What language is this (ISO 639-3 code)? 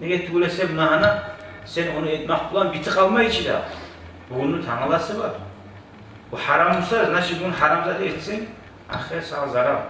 kum